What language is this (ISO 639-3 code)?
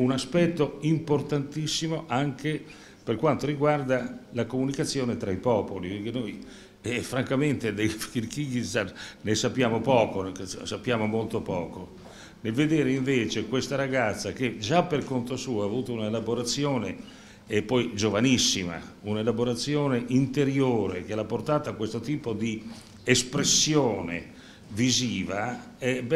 ita